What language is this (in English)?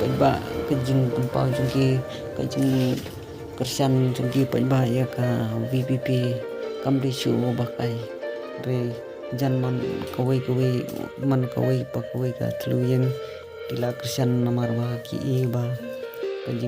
Khasi